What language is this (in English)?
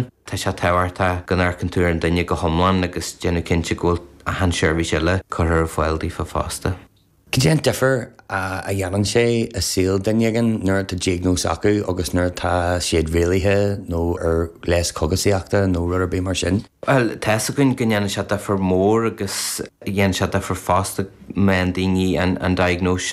Irish